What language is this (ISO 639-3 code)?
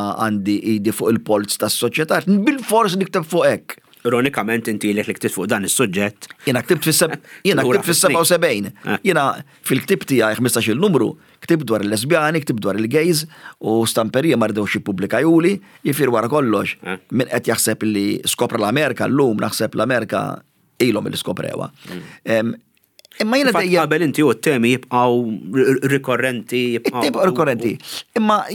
mlt